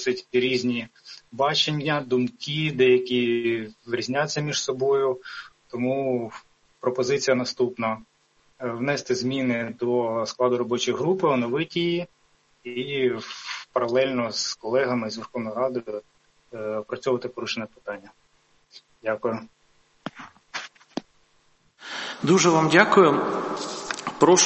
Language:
Ukrainian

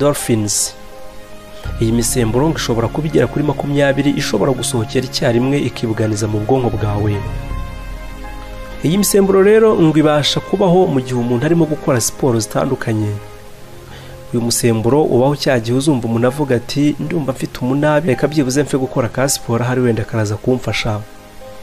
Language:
Kinyarwanda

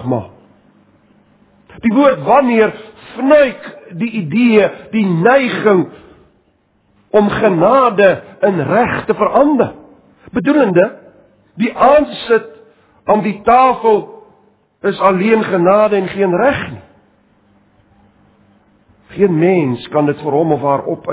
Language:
Afrikaans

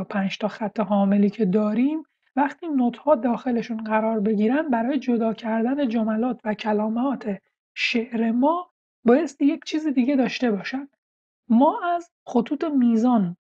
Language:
Persian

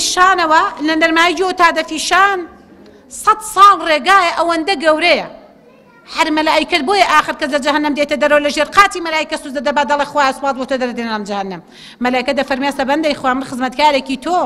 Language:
Central Kurdish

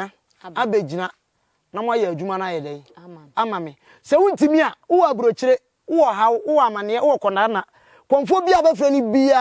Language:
Akan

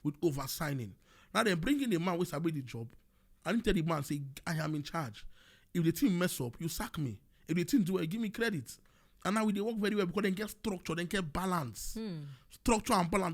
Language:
Nigerian Pidgin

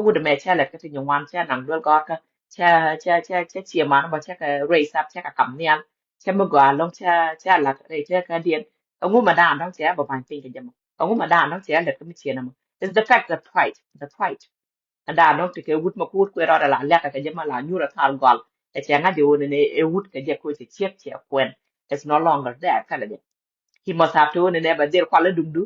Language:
Nuer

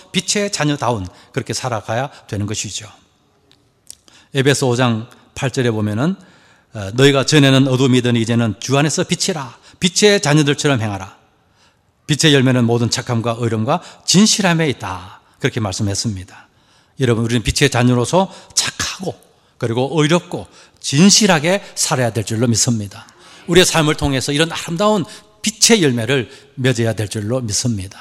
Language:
Korean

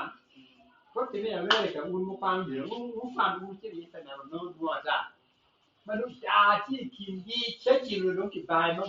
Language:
Acoli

